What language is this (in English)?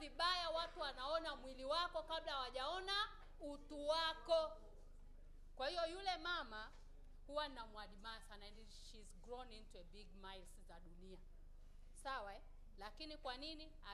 Swahili